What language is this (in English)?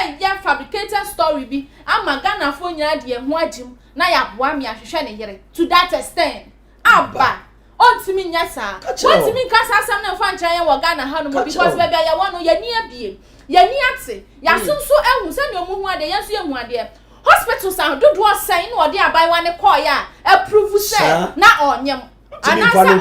Akan